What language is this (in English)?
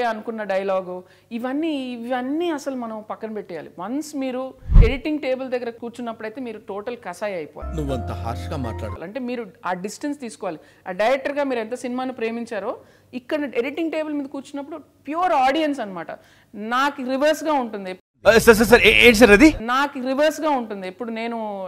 Telugu